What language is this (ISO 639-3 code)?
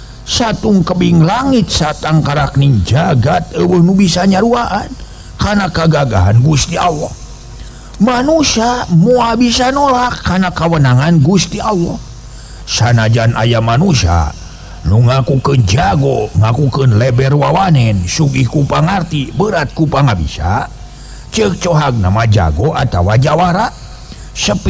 sun